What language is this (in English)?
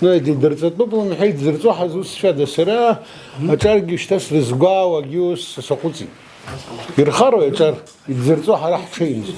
Abkhazian